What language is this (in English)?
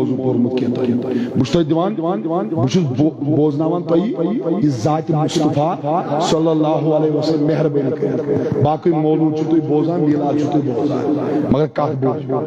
Kashmiri